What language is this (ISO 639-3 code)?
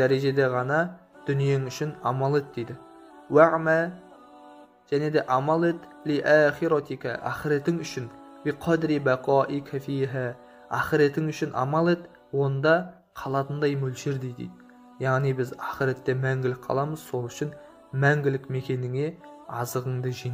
kaz